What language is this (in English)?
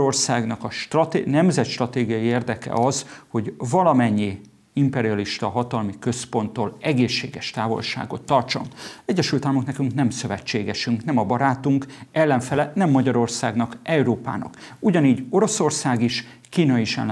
Hungarian